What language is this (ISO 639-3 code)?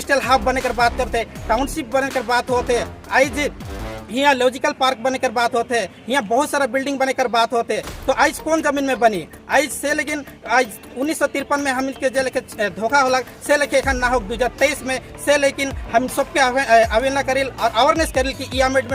sck